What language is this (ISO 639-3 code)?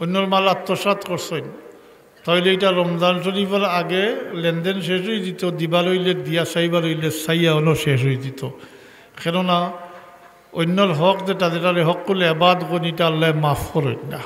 syl